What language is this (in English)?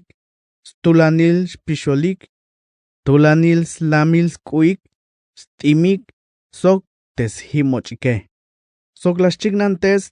Tzeltal